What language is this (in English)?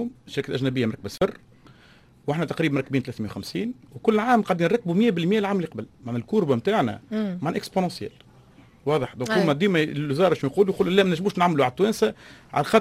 Tunisian Arabic